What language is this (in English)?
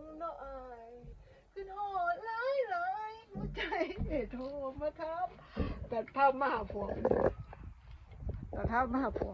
Lao